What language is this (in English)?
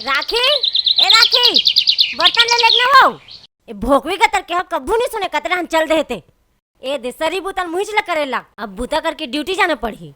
Chhattisgarhi